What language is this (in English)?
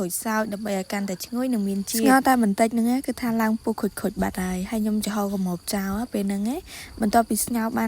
Khmer